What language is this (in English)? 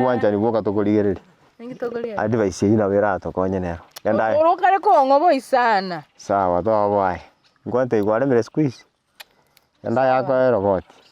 Gusii